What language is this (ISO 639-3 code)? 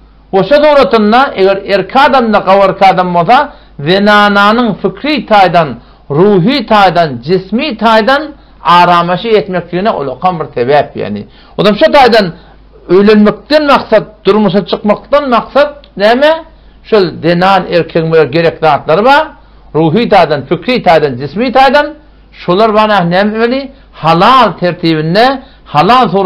tuk